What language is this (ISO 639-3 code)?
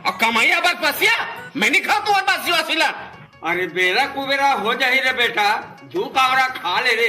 hne